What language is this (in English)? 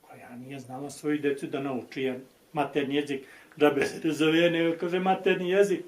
Bosnian